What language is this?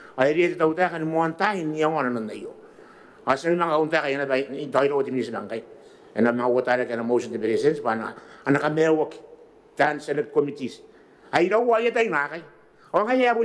Gilbertese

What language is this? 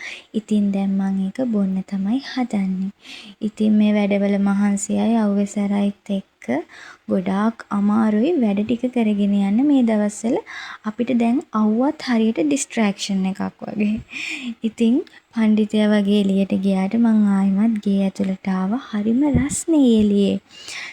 Sinhala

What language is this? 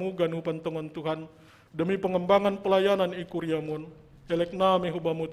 Batak Simalungun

